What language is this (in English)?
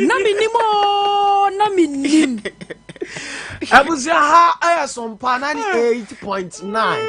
Akan